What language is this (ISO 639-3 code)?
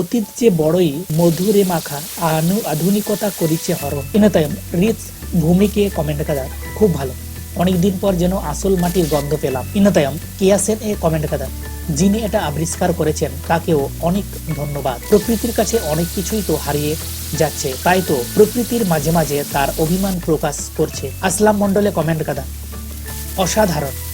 sat